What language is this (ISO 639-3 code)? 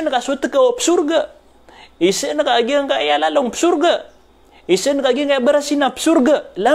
mrw